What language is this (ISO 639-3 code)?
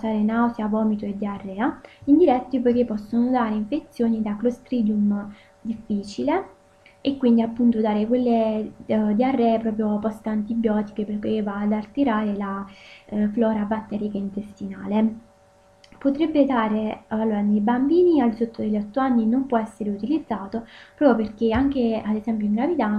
ita